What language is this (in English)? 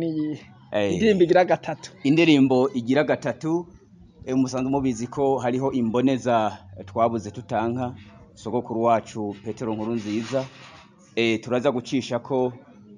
Rundi